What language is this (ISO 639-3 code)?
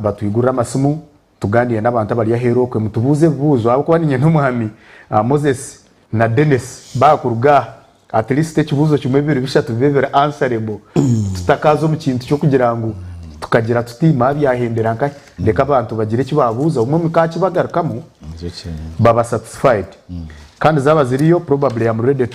nyn